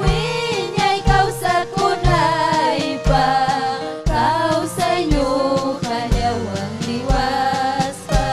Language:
Ayacucho Quechua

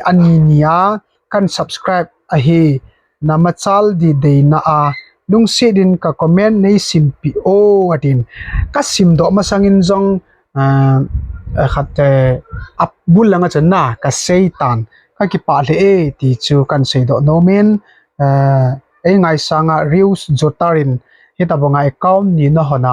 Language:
Thado Chin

